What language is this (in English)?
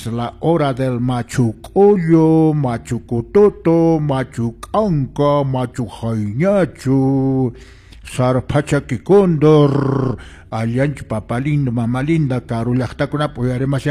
Quechua